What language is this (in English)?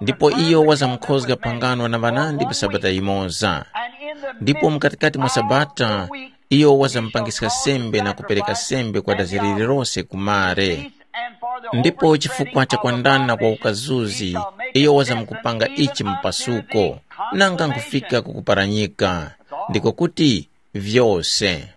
Tumbuka